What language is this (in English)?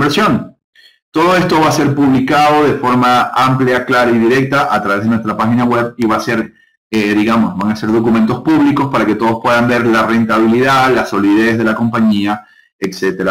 Spanish